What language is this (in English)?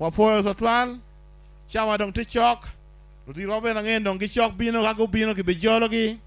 Acoli